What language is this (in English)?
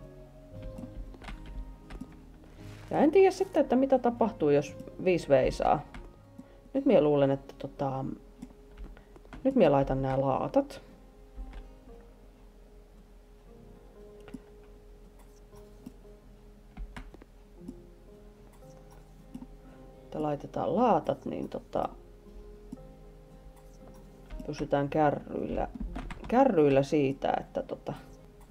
Finnish